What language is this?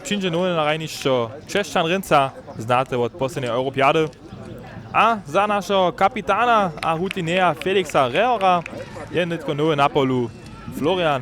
Upper Sorbian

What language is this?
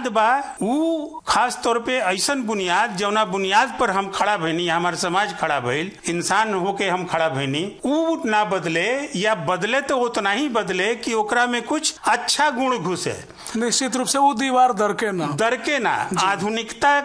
Bhojpuri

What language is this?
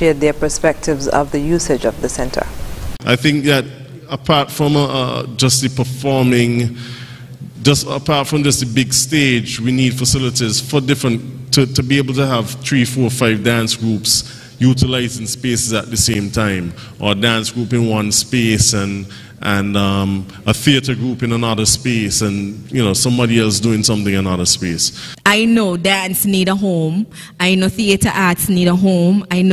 English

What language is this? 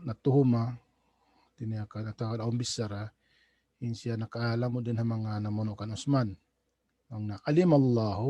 Tausug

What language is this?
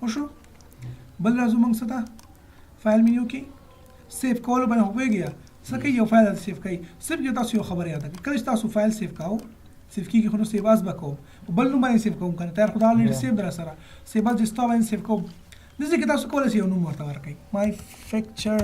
Pashto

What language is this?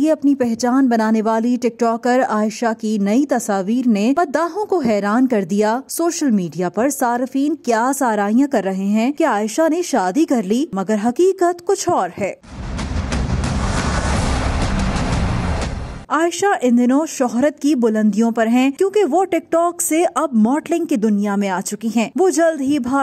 Urdu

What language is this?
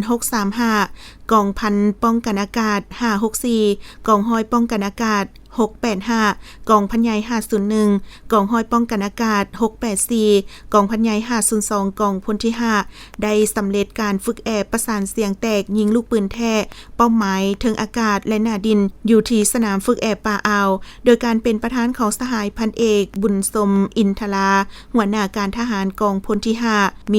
Lao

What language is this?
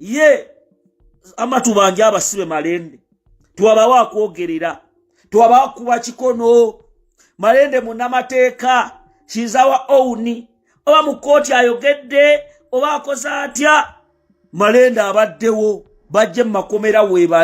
Ganda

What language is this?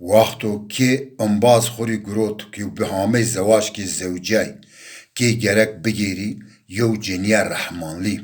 Zaza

